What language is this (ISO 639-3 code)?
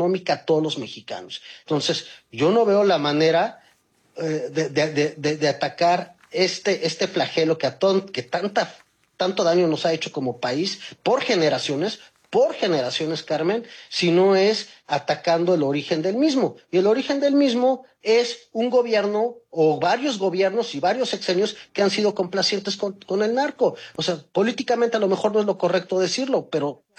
spa